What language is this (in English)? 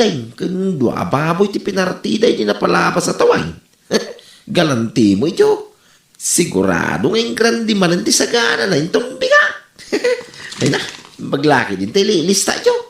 Iloko